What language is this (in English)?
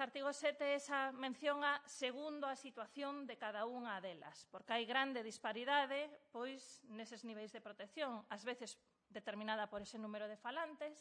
Galician